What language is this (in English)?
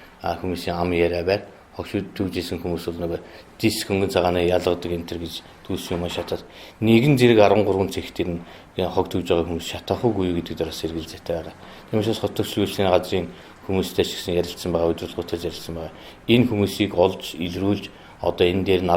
Mongolian